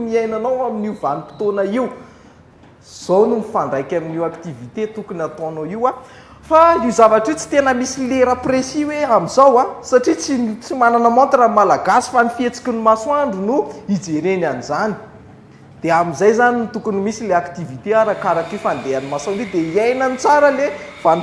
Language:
Malagasy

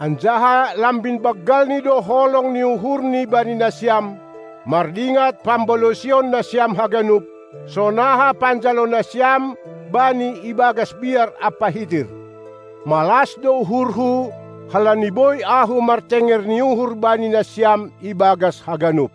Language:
Batak Simalungun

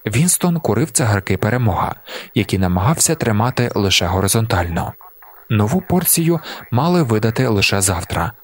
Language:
Ukrainian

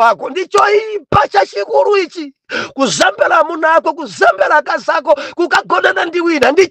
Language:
Nyanja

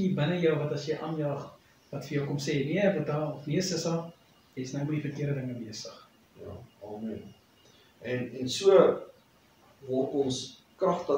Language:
Afrikaans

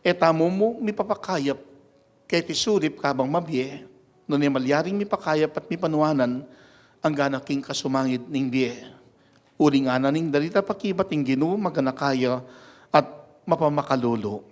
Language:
Pampanga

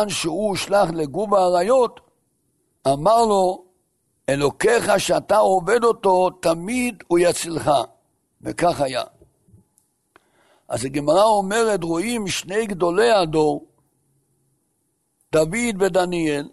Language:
Hebrew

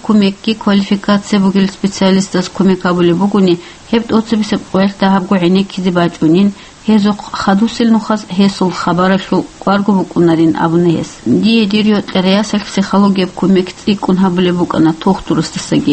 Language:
Avaric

